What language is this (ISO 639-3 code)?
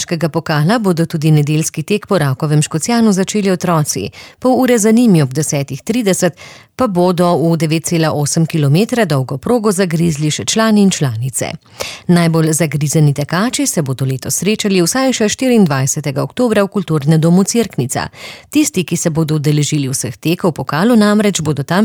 slv